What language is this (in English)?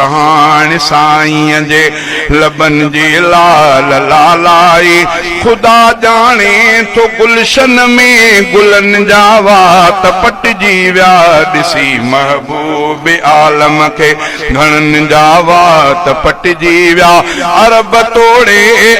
Sindhi